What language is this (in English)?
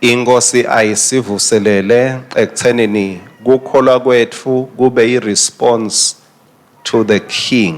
Swati